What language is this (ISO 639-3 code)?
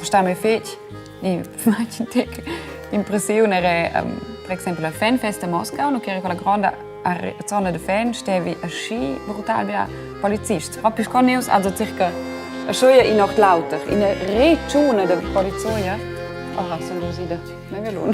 roh